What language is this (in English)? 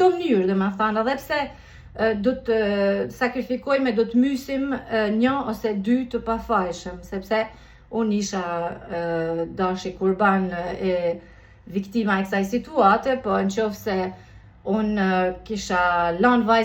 Albanian